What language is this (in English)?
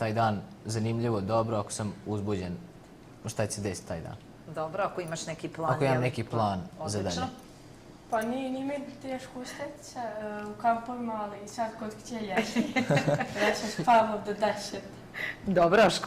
Bosnian